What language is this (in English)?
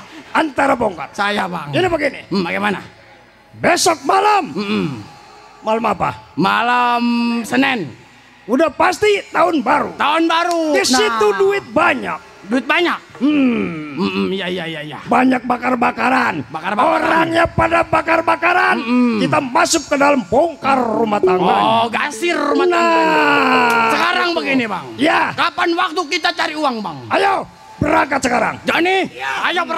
Betawi